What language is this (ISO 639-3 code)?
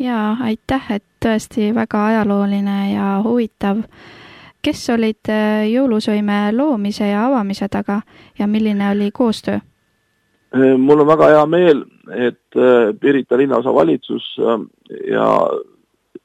est